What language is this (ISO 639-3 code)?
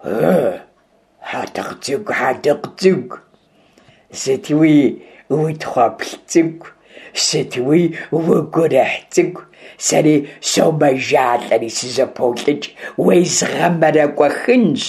kbd